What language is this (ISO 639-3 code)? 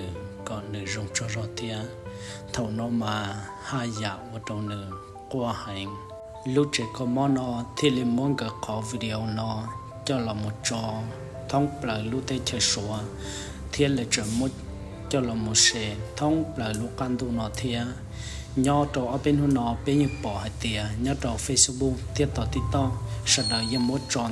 hmn